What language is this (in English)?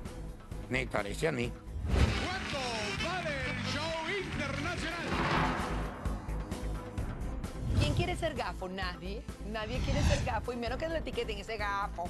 Spanish